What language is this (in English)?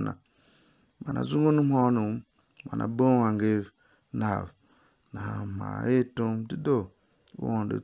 Tiv